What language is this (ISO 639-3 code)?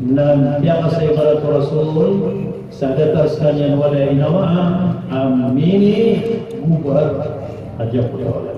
mrw